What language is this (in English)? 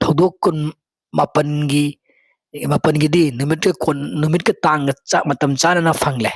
Manipuri